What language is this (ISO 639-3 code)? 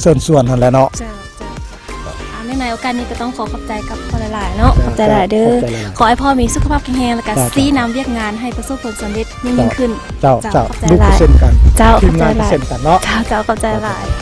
lao